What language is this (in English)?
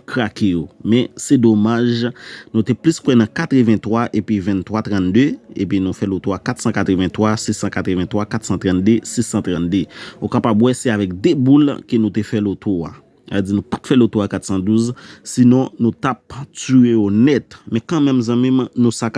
Haitian Creole